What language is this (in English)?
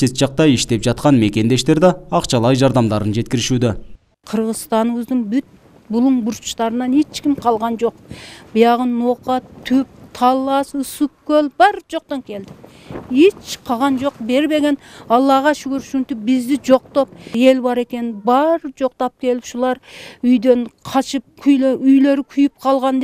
Kyrgyz